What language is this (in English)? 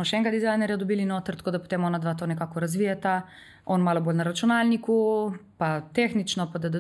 Slovenian